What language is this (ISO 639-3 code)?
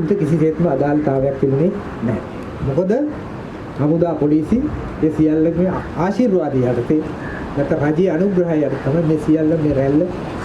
sin